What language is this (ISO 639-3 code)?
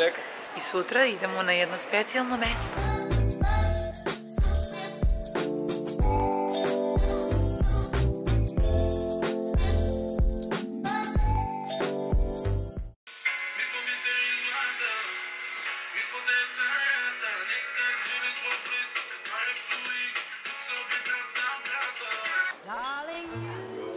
srp